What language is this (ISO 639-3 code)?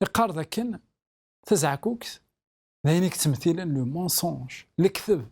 kab